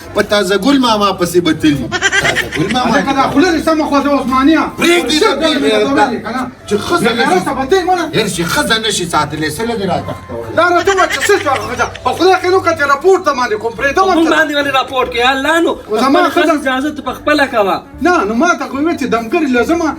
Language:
Pashto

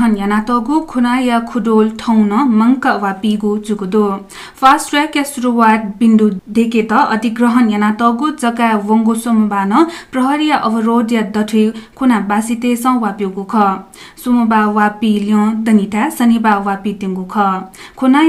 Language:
Newari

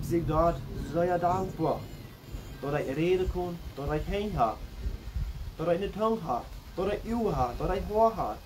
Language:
Plautdietsch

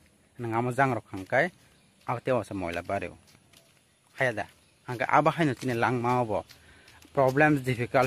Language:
Kok Borok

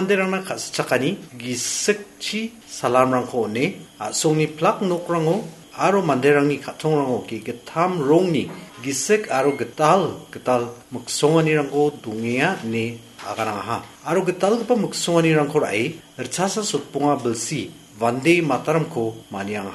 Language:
Garo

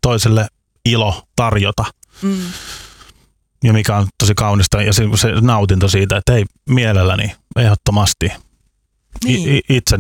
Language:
Finnish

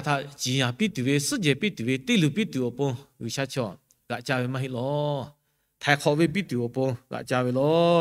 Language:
Lahu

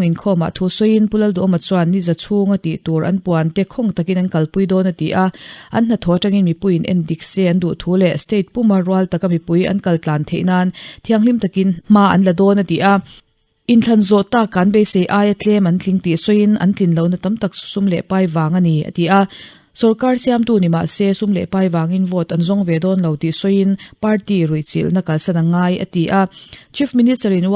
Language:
Mizo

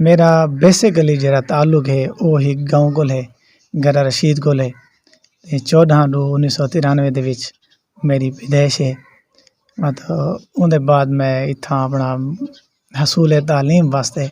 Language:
Saraiki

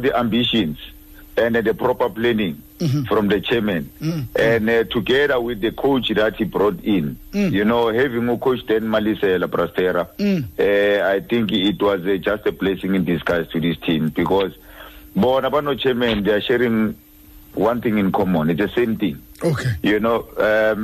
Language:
Xhosa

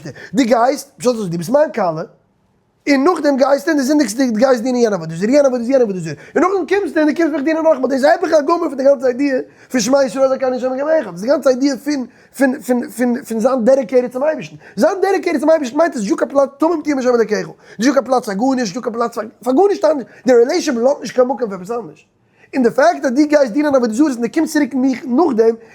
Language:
Yiddish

